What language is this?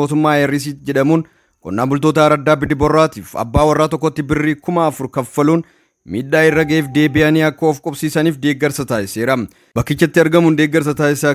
Oromo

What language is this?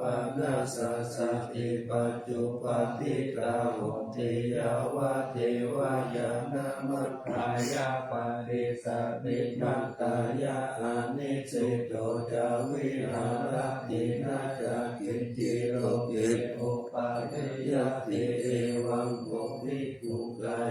Pali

